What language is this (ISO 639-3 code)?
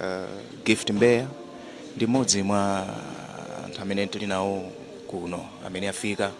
nya